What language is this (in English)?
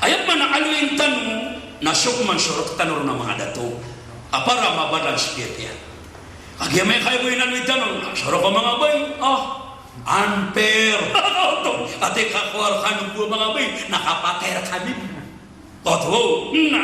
Maranao